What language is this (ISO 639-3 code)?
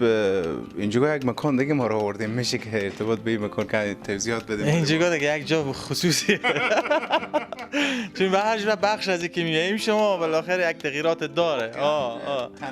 fas